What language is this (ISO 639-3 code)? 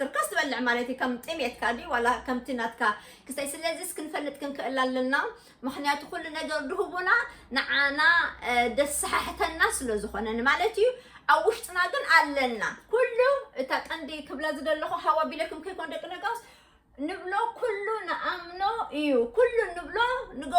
tir